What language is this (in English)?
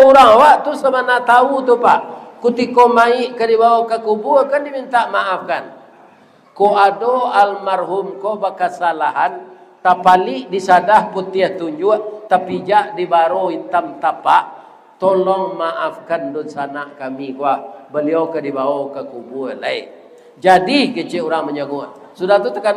Minangkabau